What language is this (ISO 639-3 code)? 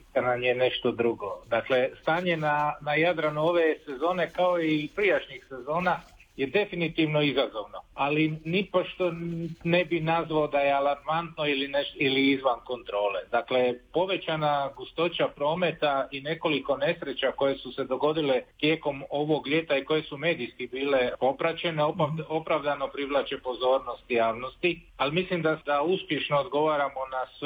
hrv